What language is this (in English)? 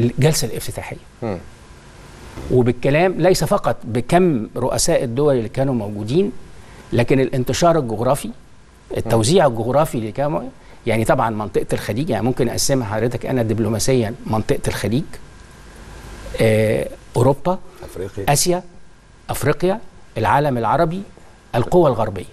Egyptian Arabic